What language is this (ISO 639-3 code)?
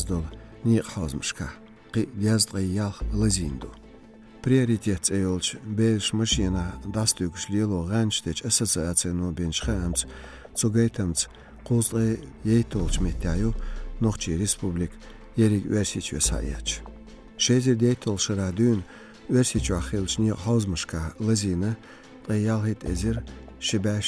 che